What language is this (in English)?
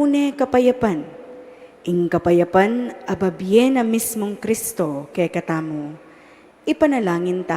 Pampanga